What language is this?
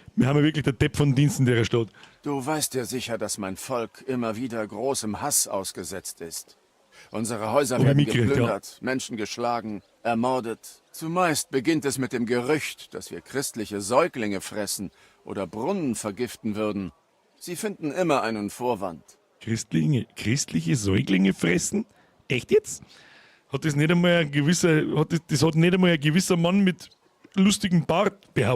Bavarian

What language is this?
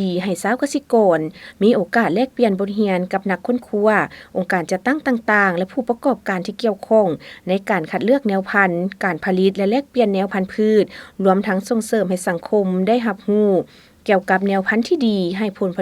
Lao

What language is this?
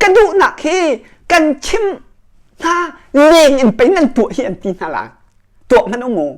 Hakha Chin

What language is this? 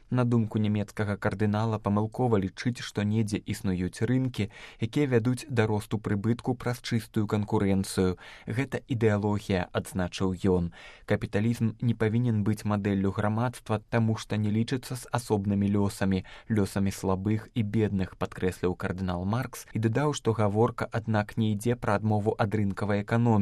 Belarusian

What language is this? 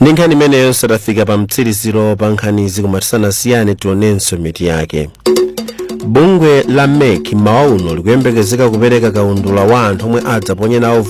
Nyanja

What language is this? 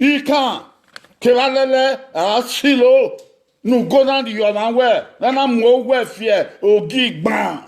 Bini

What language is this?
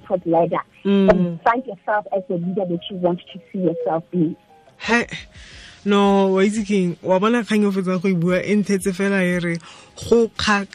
Tswana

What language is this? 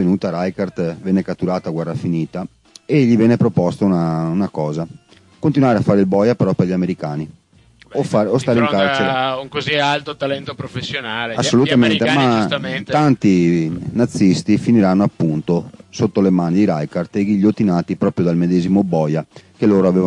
Italian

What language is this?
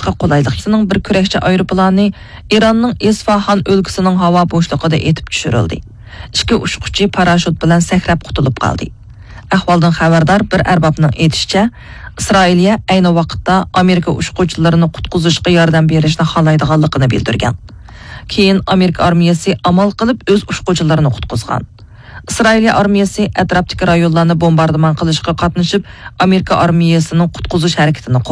Uyghur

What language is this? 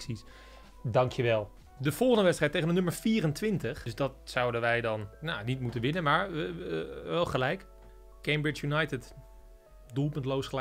Dutch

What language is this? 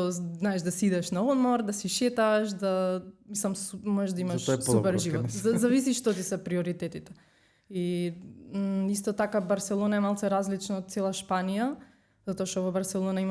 Macedonian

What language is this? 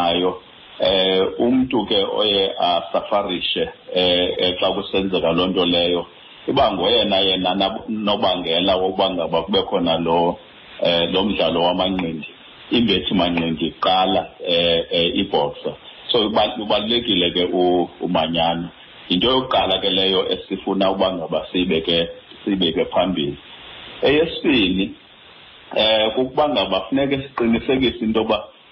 Xhosa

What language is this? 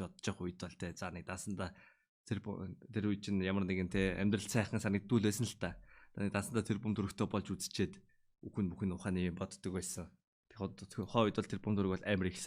Mongolian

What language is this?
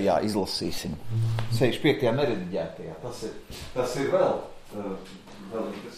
Latvian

